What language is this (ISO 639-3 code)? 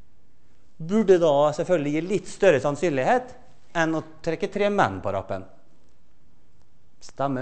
nor